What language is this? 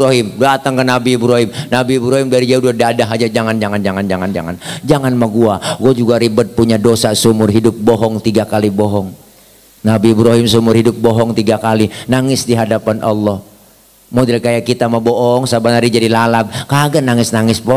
Betawi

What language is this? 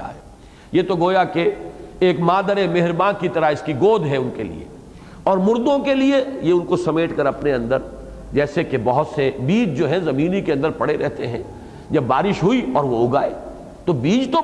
Urdu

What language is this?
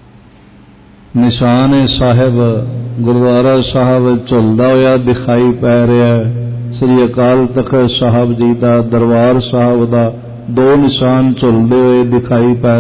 Punjabi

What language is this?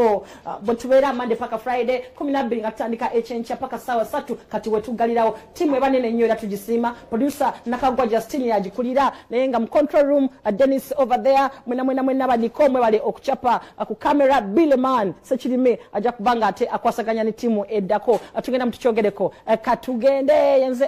Ganda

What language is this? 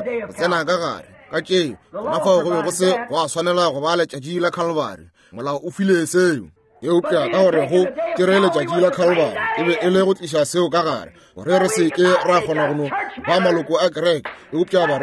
Northern Sotho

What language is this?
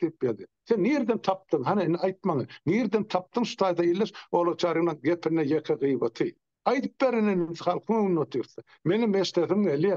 Turkmen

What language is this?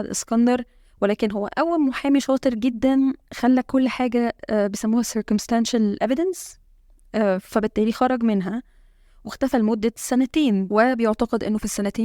Egyptian Arabic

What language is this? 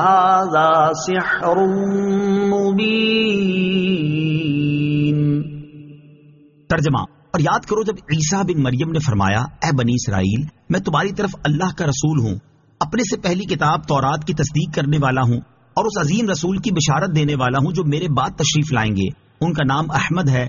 Urdu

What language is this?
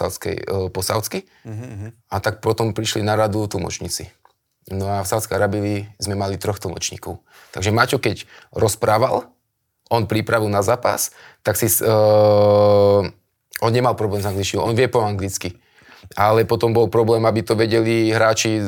Slovak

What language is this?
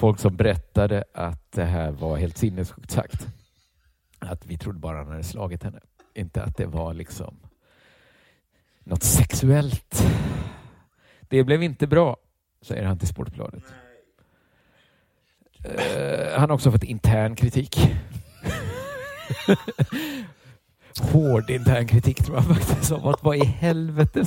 Swedish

